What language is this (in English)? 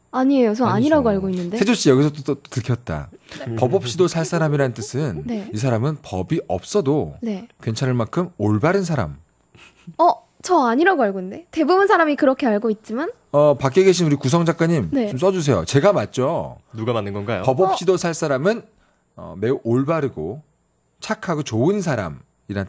Korean